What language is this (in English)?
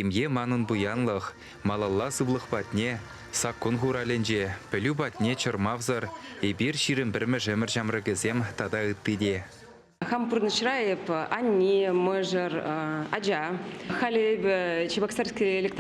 Chuvash